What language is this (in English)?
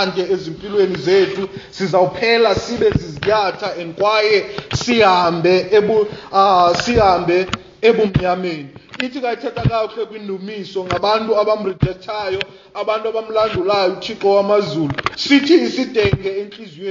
Xhosa